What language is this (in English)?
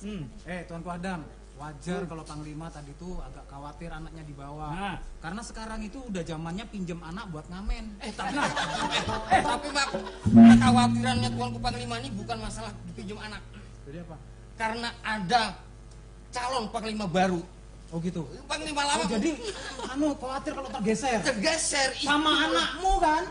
Banjar